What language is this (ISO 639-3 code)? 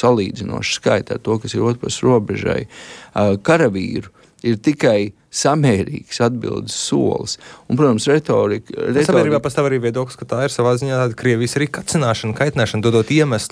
lav